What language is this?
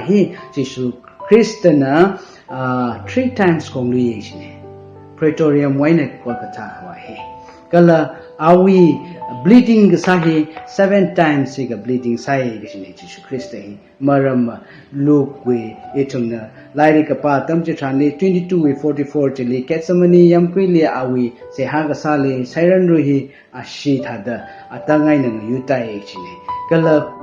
Tangkhul Naga (India)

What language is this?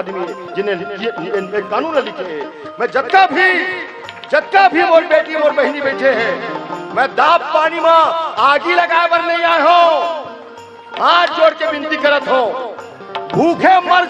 Chhattisgarhi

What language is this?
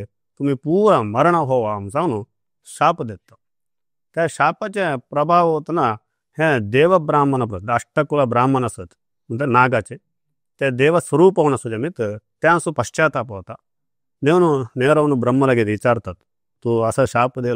Konkani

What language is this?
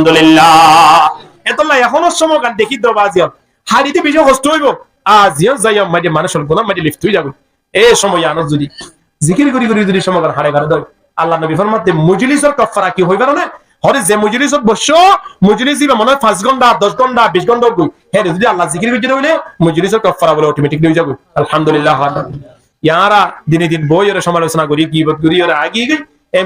Rohingya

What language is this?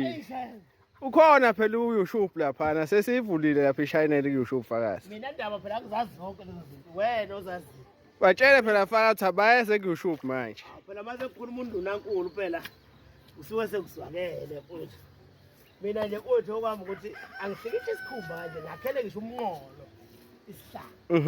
Zulu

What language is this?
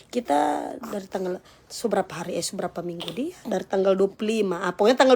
Manado Malay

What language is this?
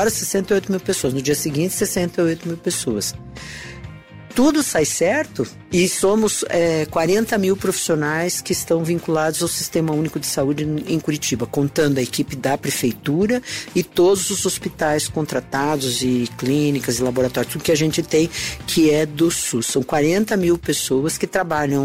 Portuguese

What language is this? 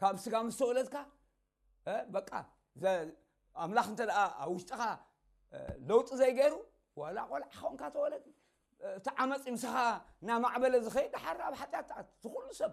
Tigrinya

